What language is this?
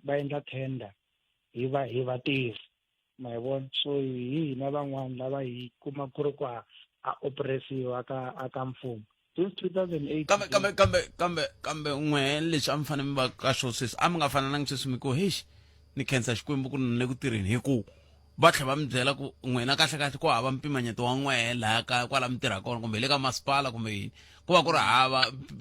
Tsonga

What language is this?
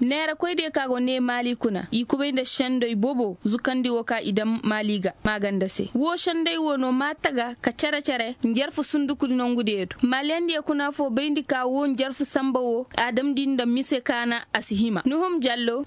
Koyraboro Senni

